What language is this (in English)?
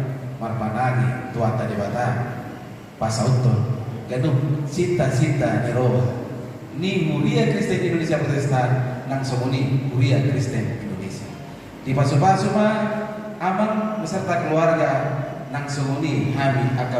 Batak Toba